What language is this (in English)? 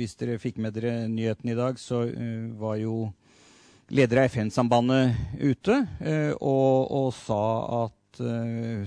Norwegian